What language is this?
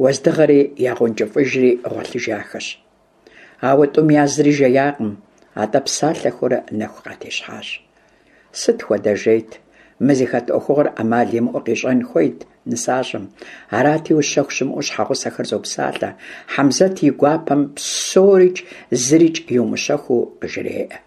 Kabardian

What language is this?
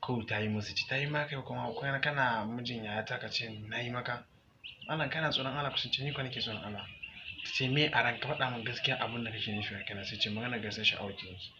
Hausa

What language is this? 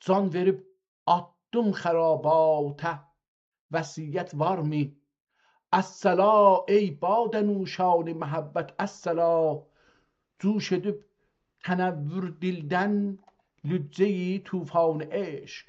South Azerbaijani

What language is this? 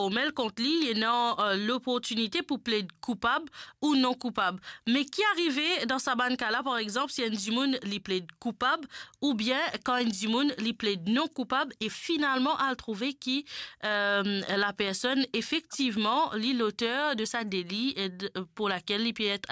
Morisyen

